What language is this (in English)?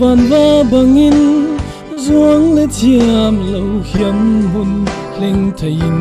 Falam Chin